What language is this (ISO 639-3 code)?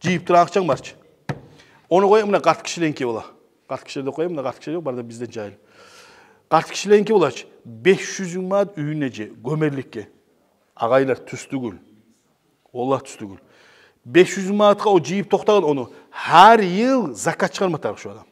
kum